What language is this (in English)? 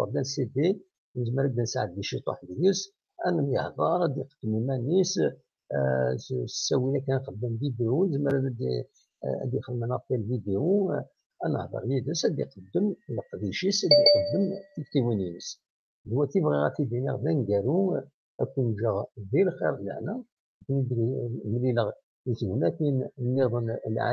Kabyle